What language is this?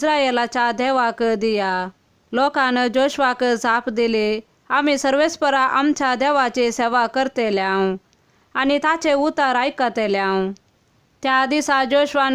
Konkani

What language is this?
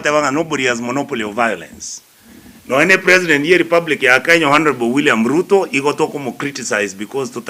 Gusii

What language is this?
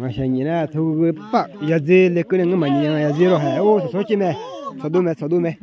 Akha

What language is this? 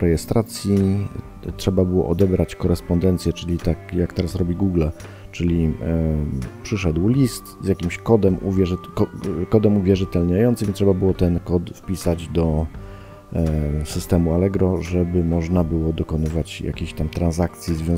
Polish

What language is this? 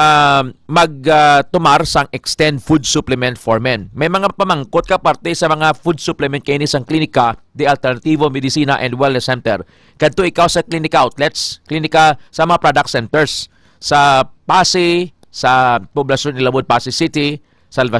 Hiligaynon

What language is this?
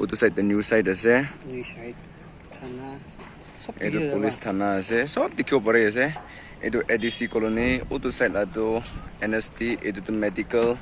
Naga Pidgin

